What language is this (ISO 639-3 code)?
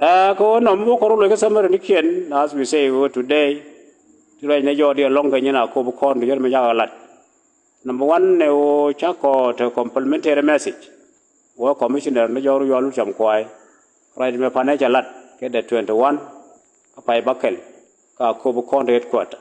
nus